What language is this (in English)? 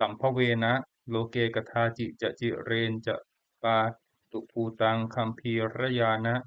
Pali